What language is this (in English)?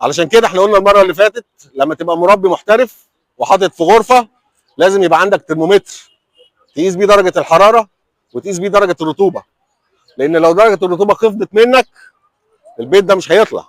Egyptian Arabic